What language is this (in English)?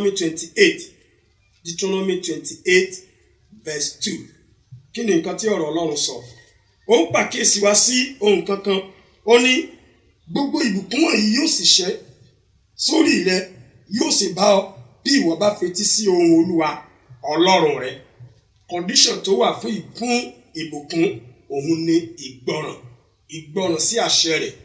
Yoruba